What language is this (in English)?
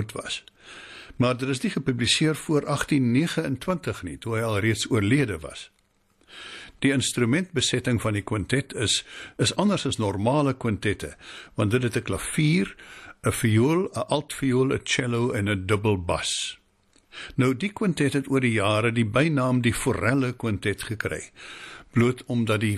Afrikaans